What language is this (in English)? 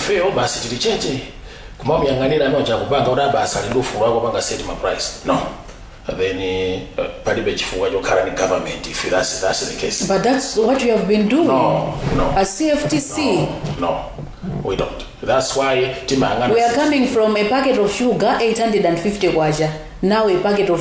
Nyanja